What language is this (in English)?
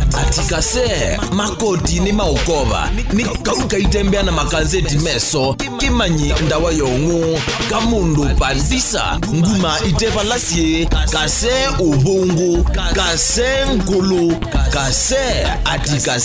Kamba